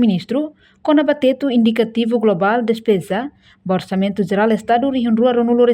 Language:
Tetum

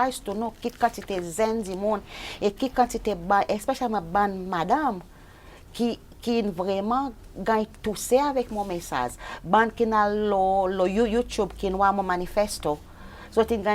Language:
Seselwa Creole French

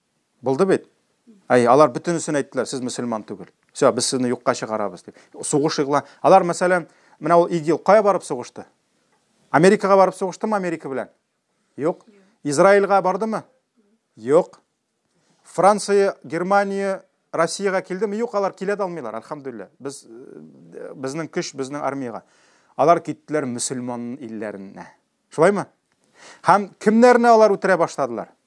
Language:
Tatar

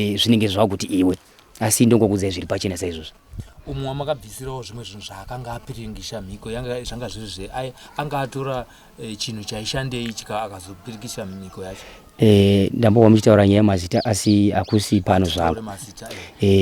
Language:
Shona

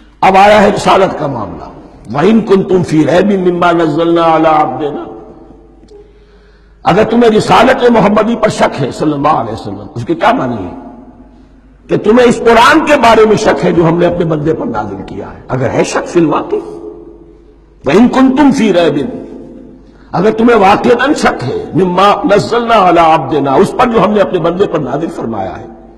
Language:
Urdu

